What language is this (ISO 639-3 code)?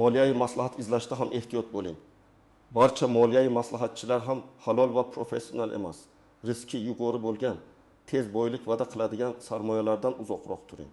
uzb